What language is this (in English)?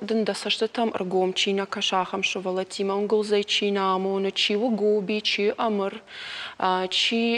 Ossetic